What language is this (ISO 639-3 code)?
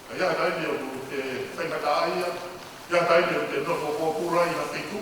ton